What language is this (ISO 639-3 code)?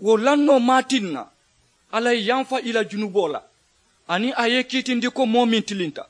man